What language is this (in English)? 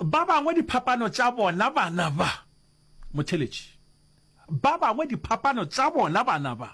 Northern Sotho